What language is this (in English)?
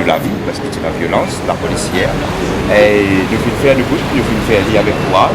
Morisyen